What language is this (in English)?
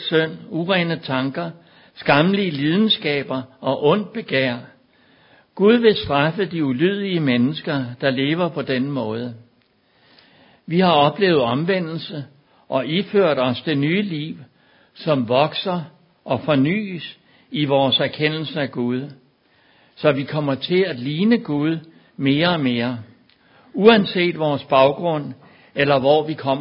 Danish